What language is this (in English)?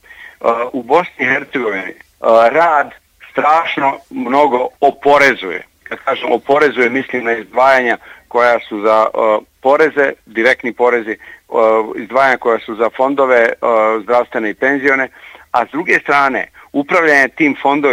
Bosnian